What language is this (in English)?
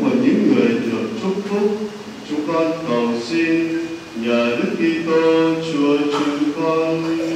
Vietnamese